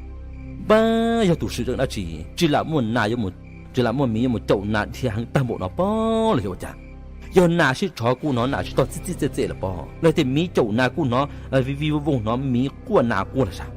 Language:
Hmong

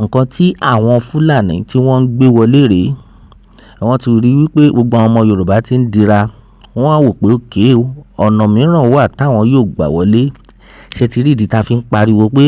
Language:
Yoruba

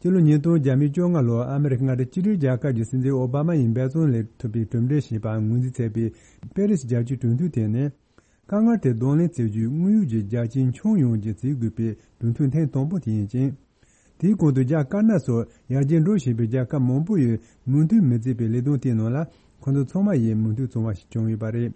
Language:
Tibetan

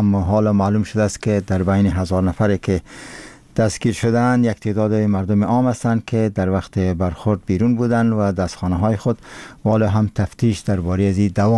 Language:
Persian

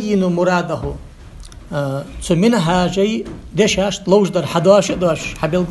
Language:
Ingush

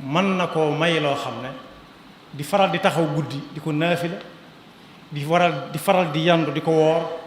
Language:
Wolof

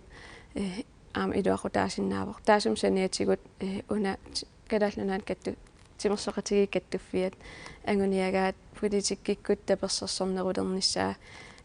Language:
Kalaallisut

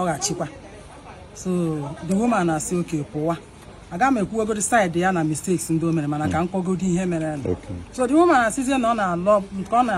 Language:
Igbo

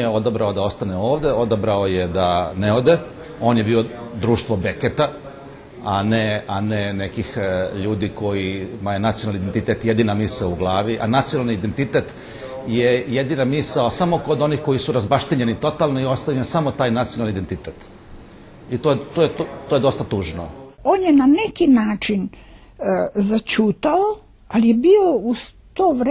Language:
Serbian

